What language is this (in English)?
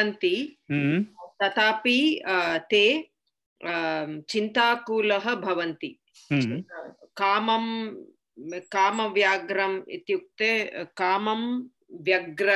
Sanskrit